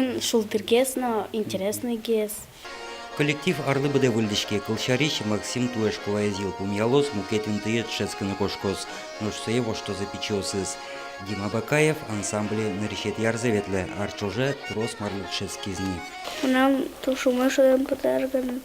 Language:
Udmurt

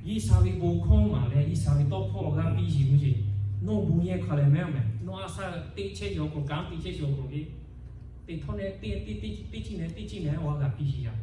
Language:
Lahu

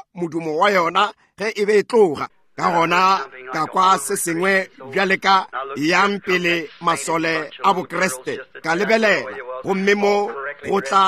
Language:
Northern Sotho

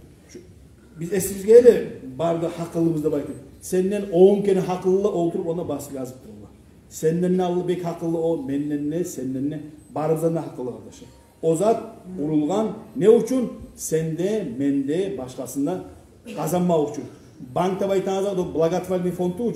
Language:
Kumyk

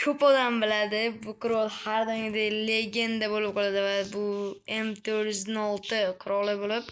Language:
Uzbek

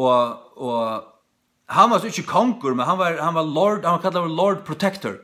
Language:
Faroese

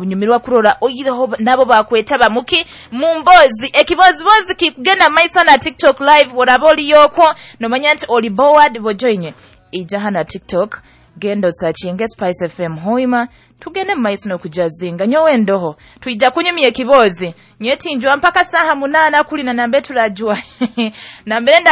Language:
Nyoro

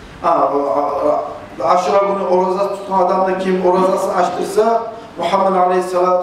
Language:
Kumyk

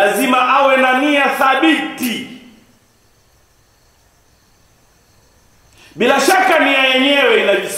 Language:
Swahili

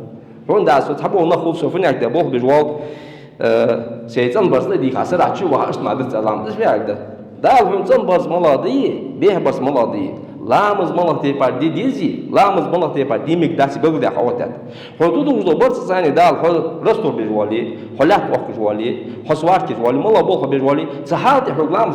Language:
Ingush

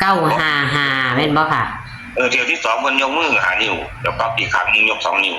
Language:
Northeastern Thai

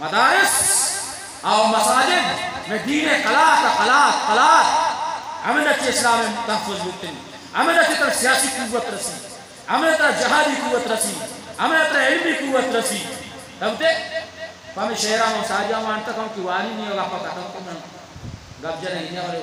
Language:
Eastern Balochi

